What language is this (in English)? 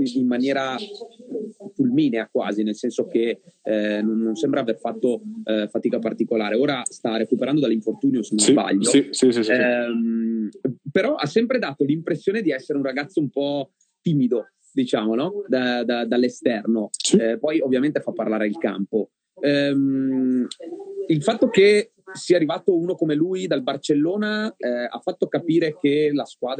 Italian